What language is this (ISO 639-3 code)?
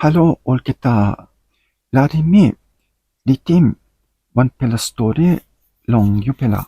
tpi